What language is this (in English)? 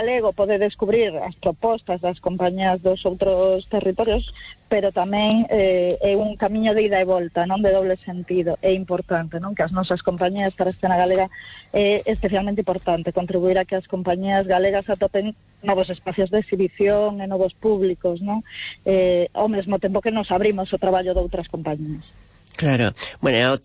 Galician